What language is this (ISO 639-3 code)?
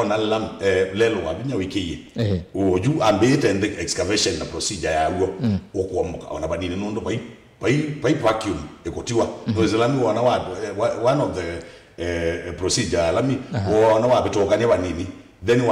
kam